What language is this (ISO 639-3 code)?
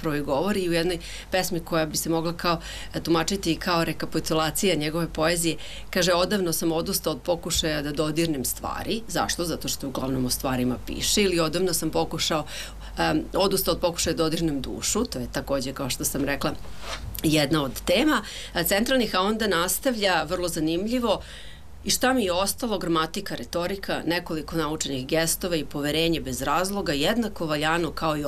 srp